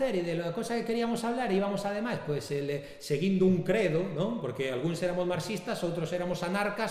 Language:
Galician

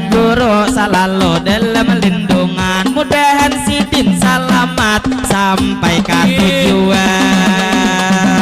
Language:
Banjar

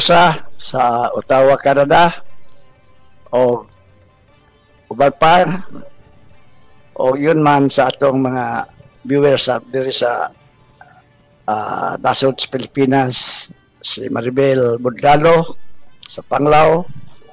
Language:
Cebuano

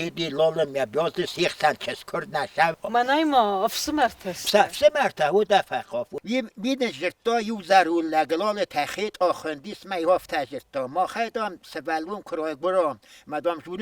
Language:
Ossetic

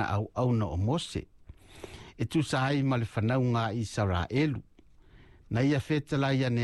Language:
Samoan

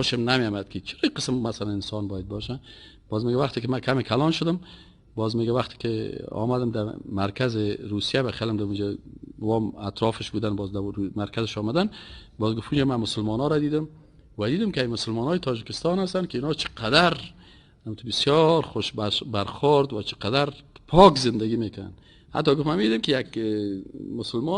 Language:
Persian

